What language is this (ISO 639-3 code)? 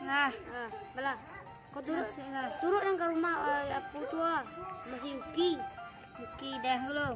min